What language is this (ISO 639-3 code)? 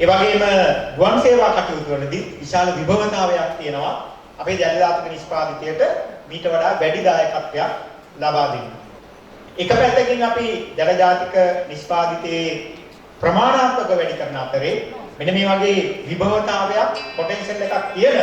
sin